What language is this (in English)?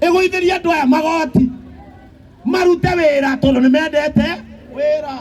Kikuyu